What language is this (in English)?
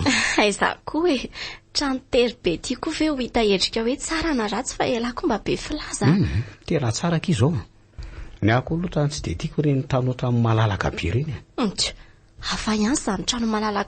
Malagasy